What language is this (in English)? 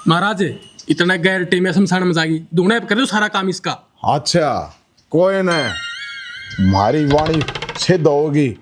Haryanvi